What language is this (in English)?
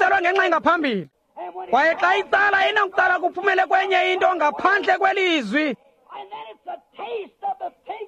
Xhosa